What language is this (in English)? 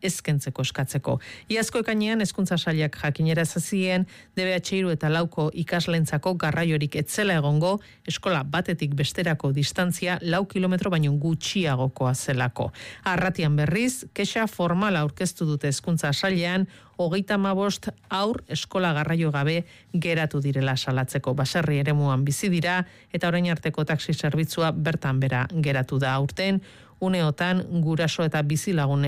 Basque